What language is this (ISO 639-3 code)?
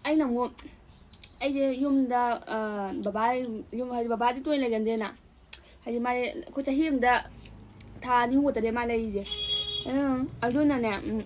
mni